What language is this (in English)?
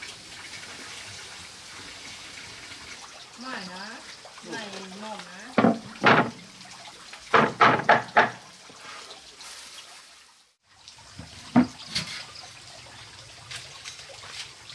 Vietnamese